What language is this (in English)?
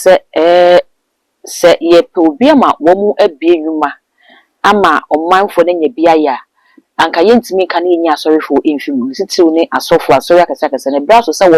Akan